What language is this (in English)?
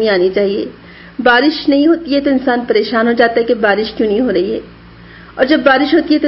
Urdu